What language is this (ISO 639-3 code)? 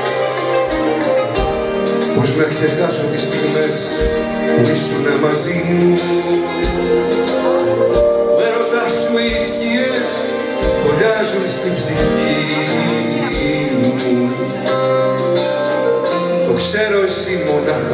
ell